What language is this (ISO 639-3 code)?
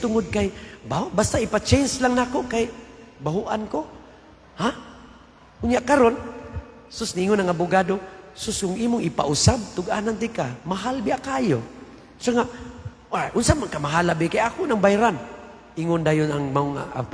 ceb